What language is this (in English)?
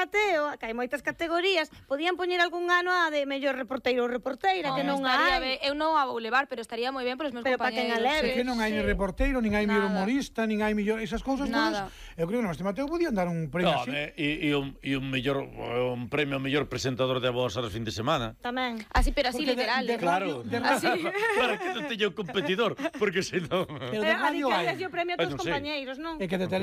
Galician